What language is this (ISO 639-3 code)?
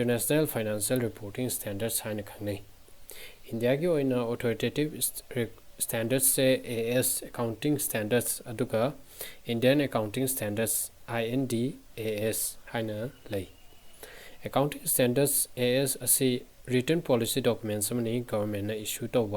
mni